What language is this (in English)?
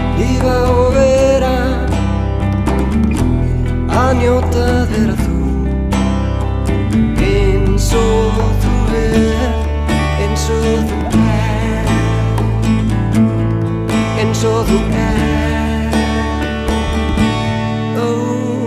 Icelandic